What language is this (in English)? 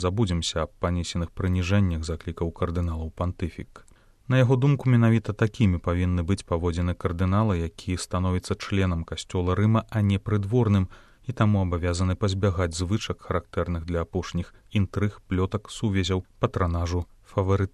Belarusian